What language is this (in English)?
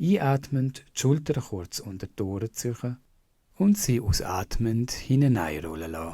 Swiss German